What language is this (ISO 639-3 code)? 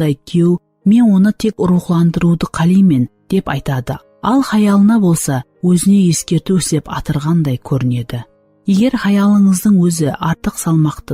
kaa